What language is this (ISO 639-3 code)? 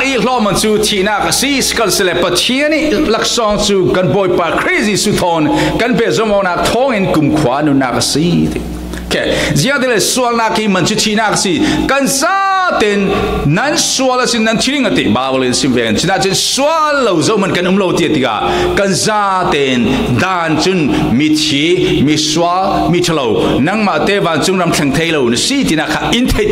cfm